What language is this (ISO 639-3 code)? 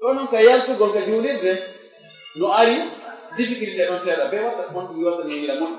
ful